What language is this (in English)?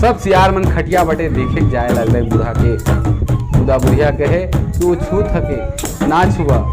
Sadri